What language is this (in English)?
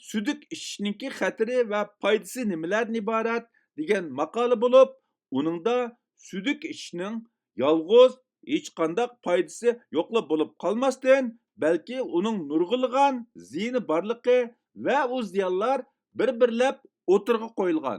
Uyghur